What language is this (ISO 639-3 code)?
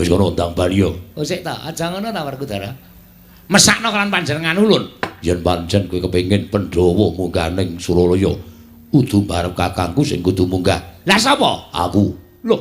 jav